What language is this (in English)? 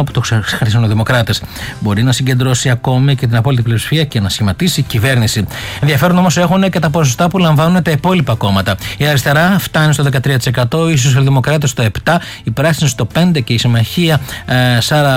Greek